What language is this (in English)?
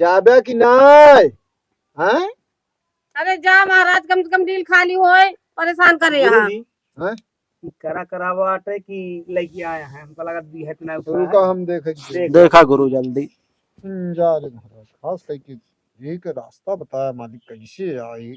Awadhi